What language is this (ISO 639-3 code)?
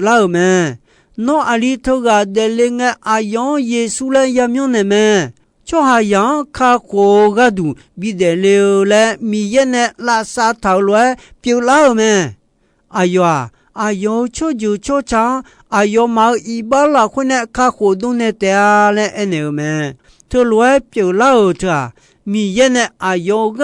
ahk